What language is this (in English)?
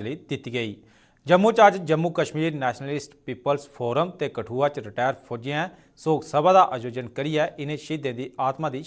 Dogri